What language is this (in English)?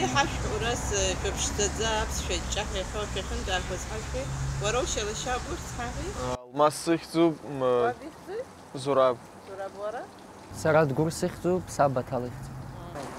Abkhazian